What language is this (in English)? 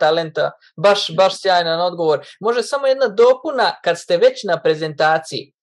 Croatian